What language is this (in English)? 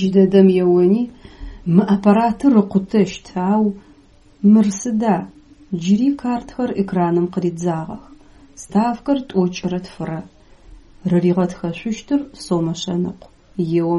Adyghe